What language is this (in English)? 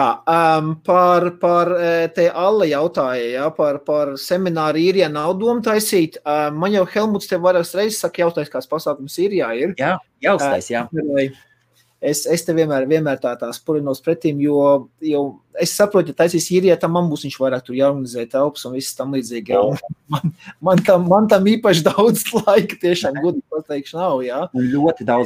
Latvian